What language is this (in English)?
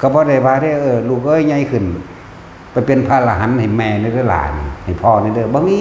Northeastern Thai